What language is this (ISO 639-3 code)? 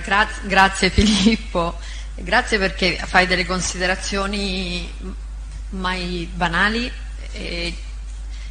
ita